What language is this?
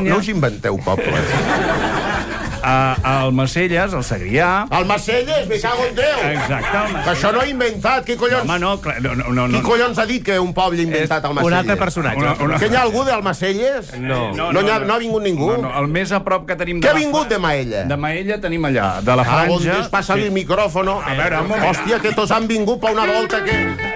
Catalan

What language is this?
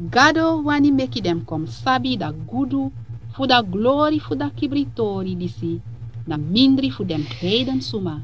Sranan Tongo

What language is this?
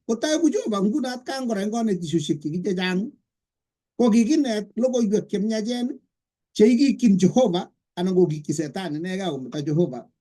Kalenjin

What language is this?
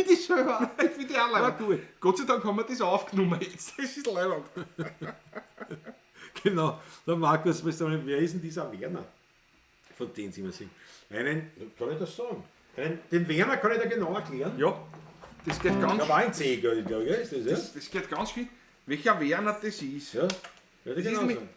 Bavarian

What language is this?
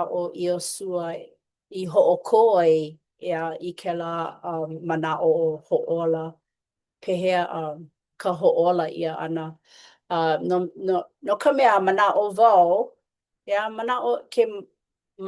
Hawaiian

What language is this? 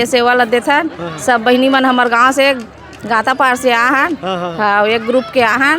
Chhattisgarhi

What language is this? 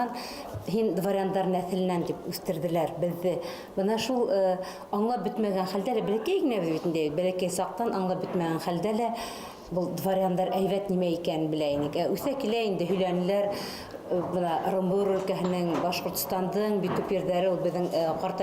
Bashkir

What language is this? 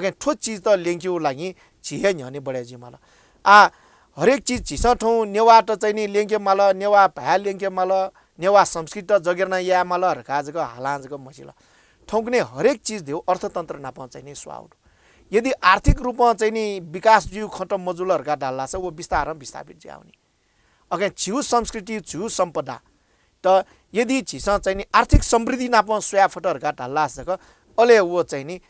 Newari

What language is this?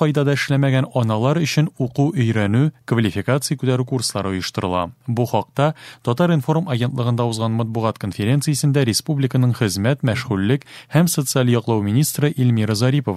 Tatar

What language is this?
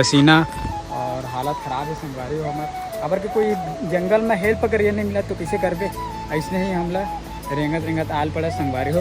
Chhattisgarhi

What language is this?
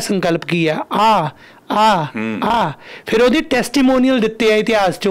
Punjabi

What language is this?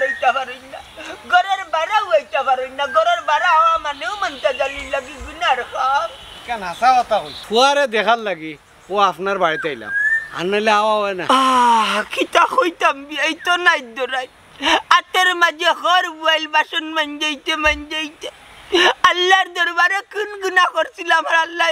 Sylheti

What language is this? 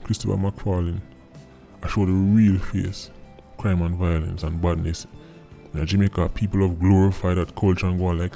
Jamaican Creole English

